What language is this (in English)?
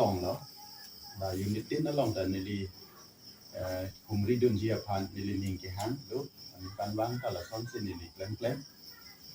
Karbi